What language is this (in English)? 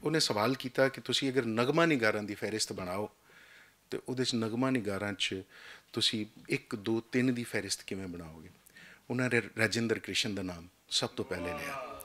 Western Panjabi